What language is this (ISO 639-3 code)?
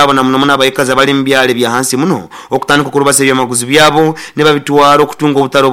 nyo